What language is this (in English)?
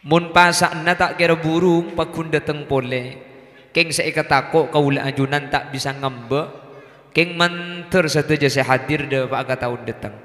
Madurese